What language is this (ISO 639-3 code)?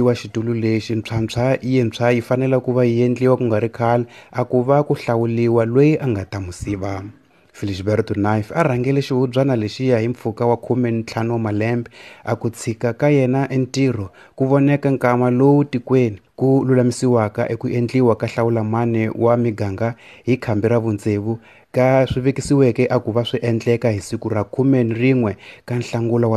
tso